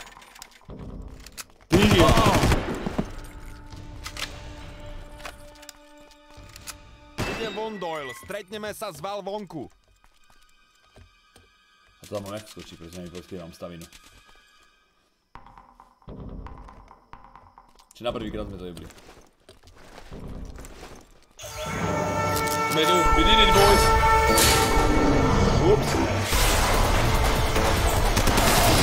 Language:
Slovak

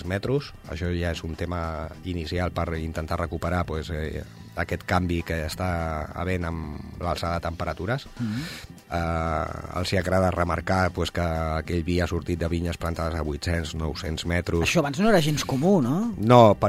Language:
Catalan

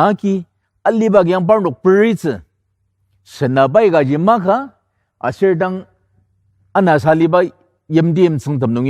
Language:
Ao Naga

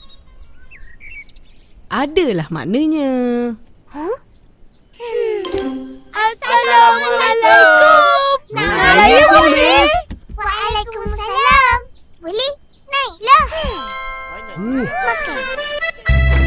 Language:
Malay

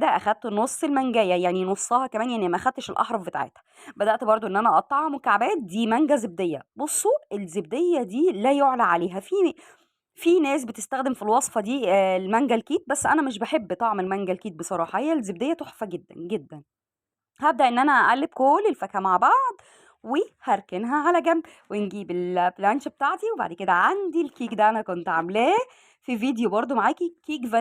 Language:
Egyptian Arabic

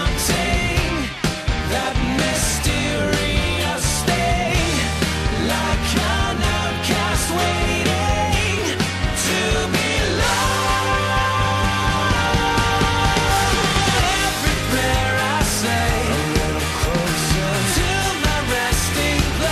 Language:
Estonian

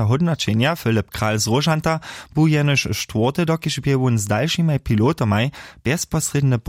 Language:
Upper Sorbian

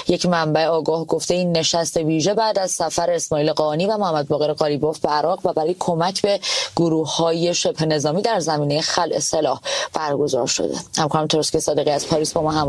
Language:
Persian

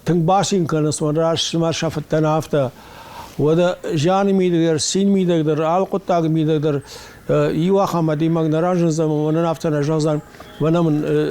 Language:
Ossetic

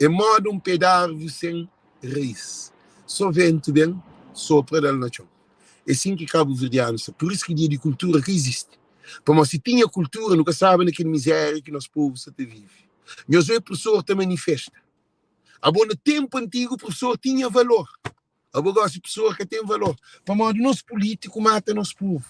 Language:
Kabuverdianu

